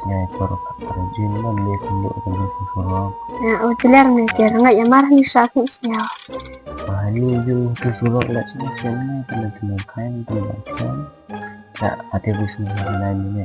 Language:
Khasi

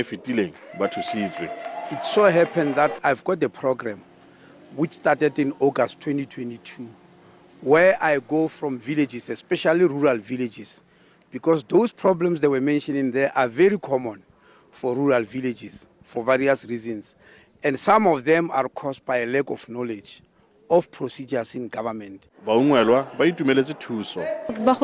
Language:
Tswana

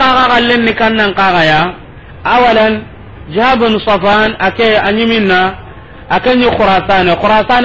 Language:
Soninke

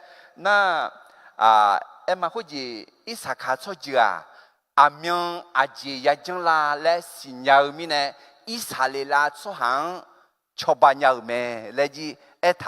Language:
Akha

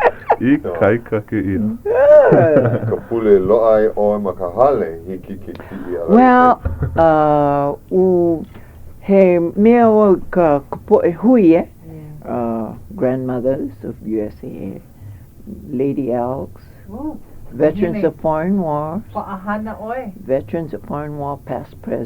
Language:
Hawaiian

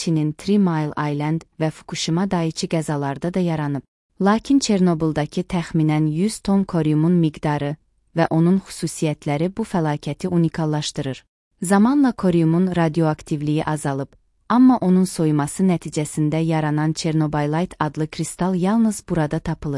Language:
Azerbaijani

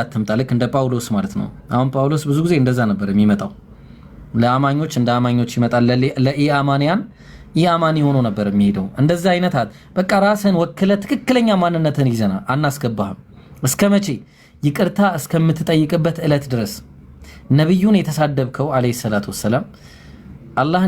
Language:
Amharic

